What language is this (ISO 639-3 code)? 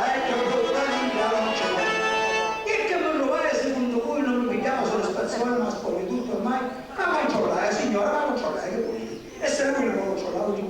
scn